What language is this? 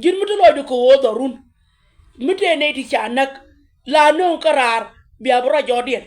Nuer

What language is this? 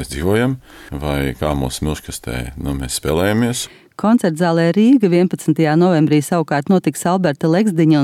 Latvian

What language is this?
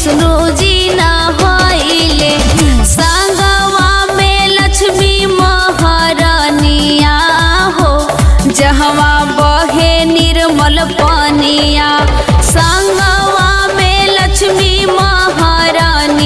Bhojpuri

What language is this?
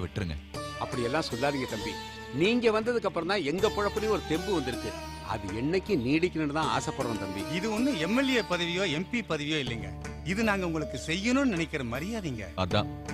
Tamil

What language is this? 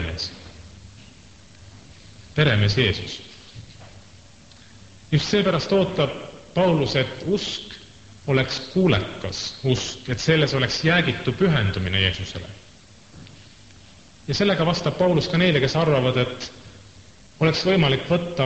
Estonian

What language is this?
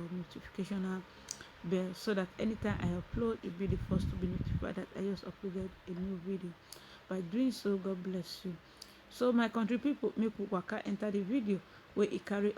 Nigerian Pidgin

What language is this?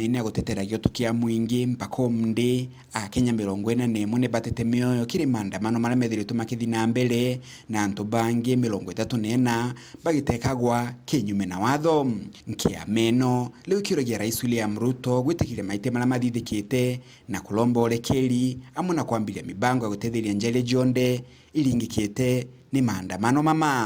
Meru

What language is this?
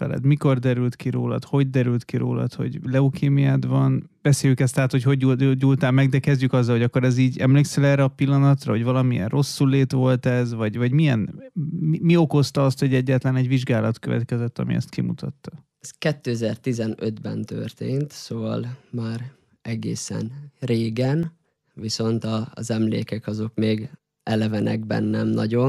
Hungarian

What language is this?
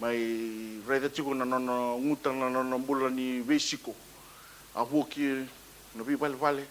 Fijian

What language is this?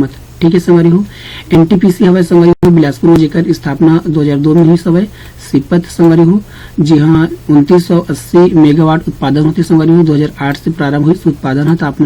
Chhattisgarhi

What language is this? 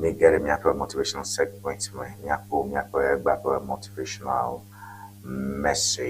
Ewe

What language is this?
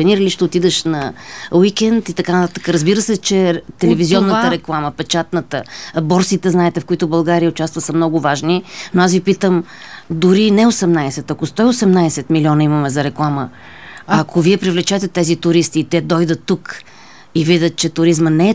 Bulgarian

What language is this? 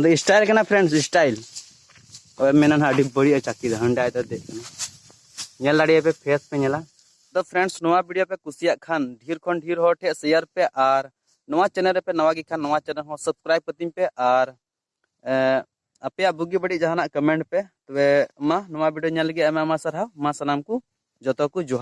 Santali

